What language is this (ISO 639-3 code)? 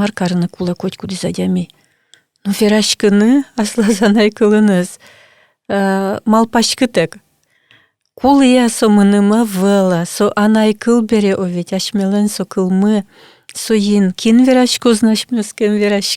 udm